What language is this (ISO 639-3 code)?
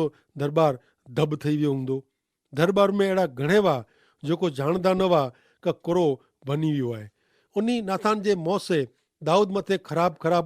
kfr